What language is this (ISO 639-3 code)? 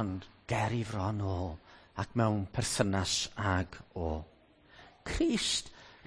cym